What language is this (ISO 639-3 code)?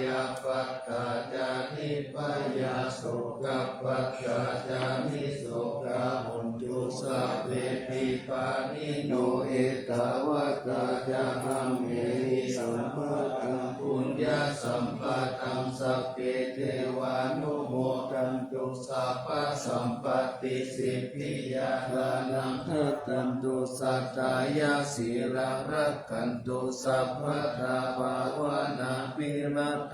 pli